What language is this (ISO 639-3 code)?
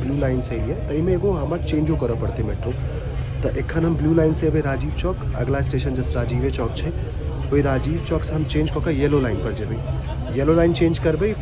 mai